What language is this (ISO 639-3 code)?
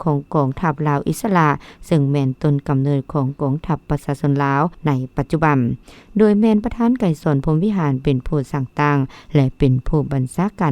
lao